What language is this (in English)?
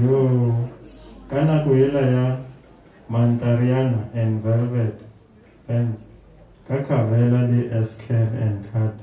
Northern Sotho